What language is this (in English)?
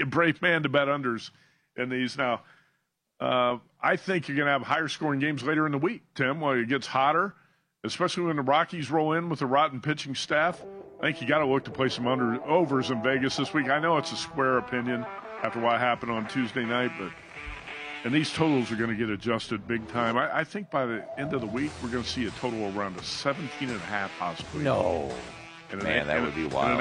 English